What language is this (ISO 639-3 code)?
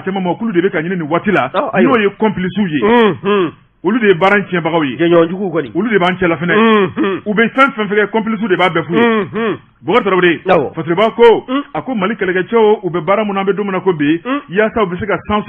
bam